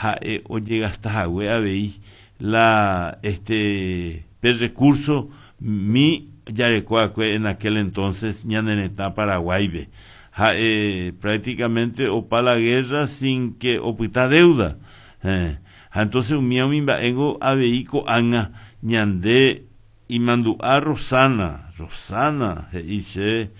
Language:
Guarani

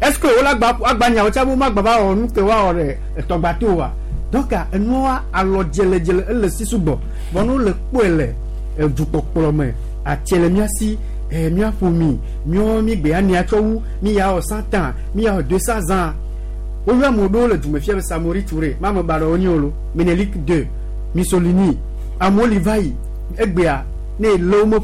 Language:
Gen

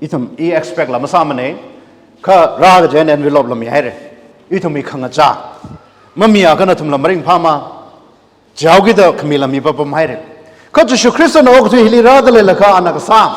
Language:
Tangkhul Naga (India)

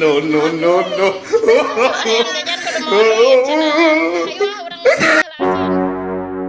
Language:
Sundanese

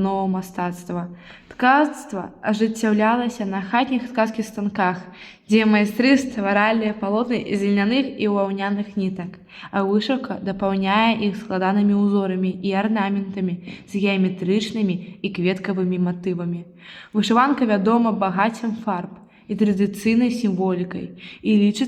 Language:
Belarusian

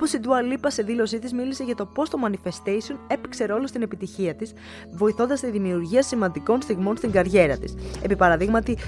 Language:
Greek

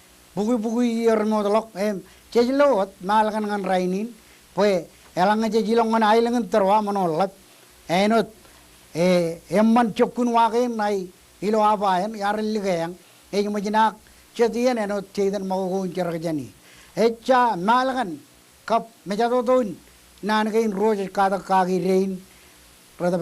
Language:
Marshallese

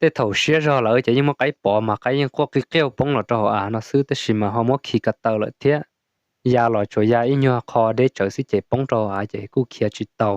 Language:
Hmong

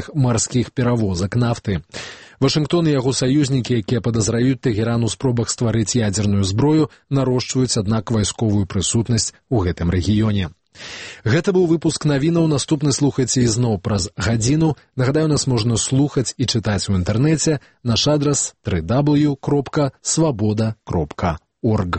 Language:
Belarusian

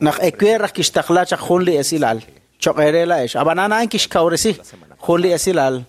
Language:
Kekchí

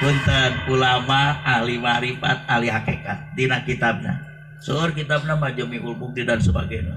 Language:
Sundanese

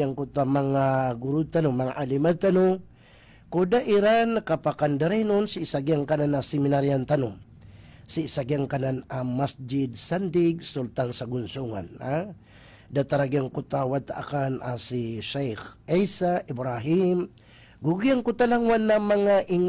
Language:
Maranao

